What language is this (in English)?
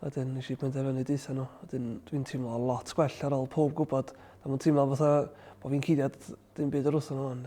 Welsh